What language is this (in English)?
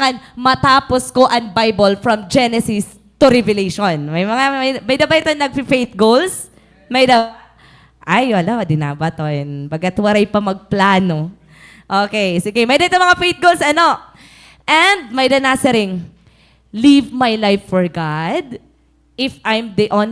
Waray